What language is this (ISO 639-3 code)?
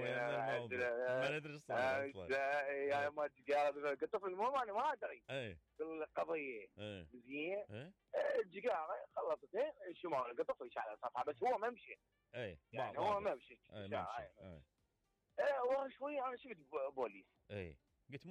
acm